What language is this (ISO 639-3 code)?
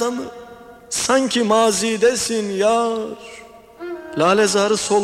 tur